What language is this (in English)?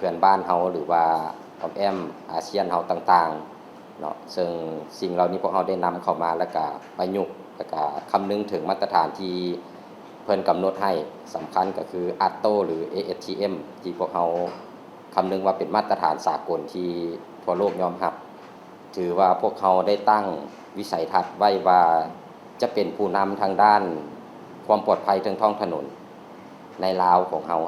Lao